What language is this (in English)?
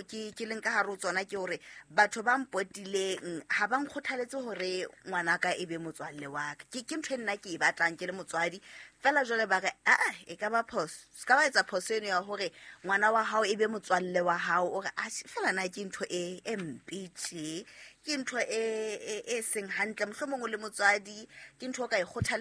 Southern Sotho